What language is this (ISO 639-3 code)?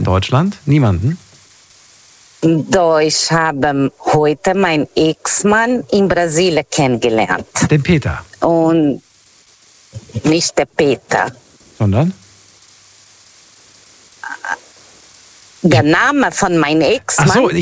deu